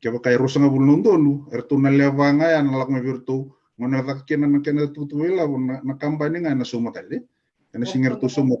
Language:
Fijian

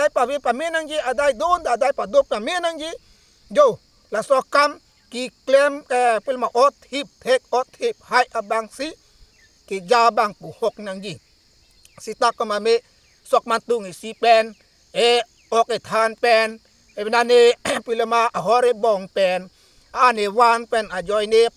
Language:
Karbi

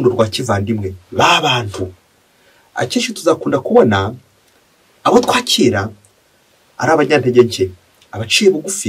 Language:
Kinyarwanda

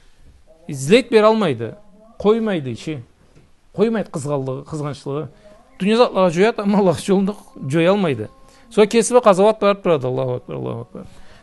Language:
Karachay-Balkar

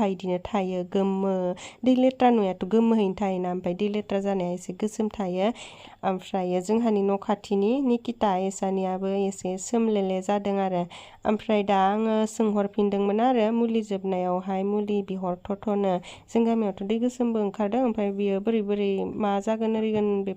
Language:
Bodo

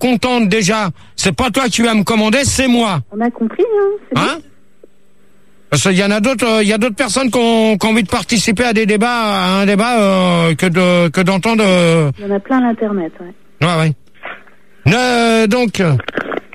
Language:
French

